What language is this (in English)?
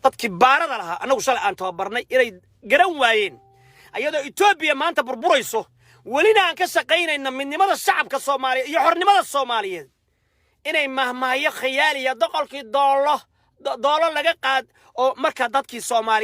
Somali